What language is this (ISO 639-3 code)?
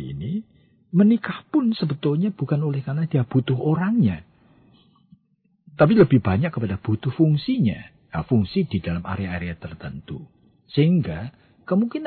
ind